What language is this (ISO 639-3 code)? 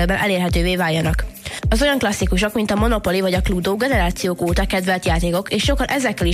hun